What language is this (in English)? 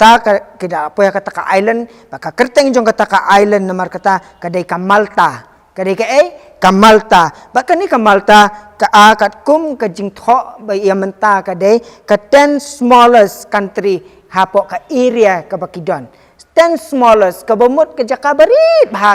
Khasi